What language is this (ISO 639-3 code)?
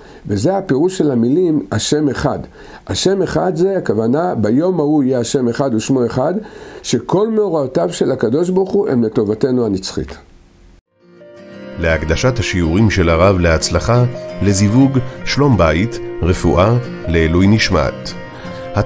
heb